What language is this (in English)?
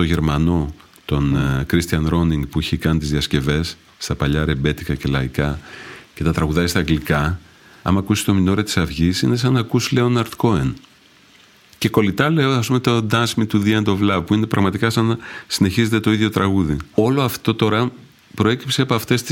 Greek